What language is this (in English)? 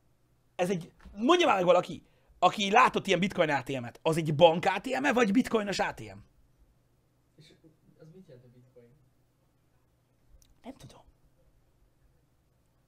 Hungarian